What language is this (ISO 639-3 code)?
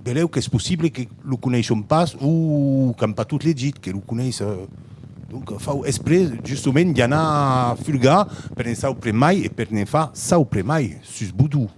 oci